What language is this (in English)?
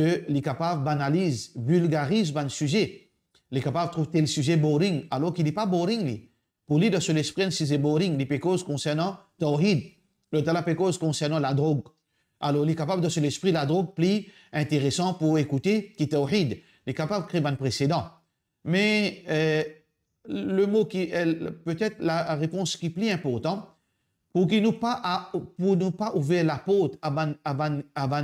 Morisyen